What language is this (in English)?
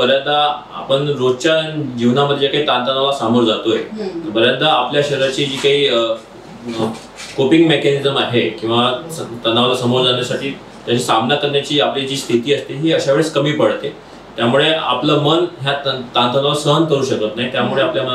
Marathi